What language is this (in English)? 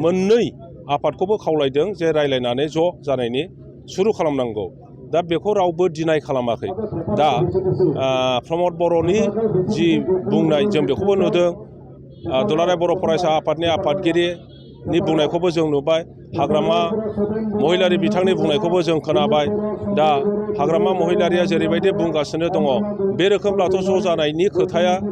Bodo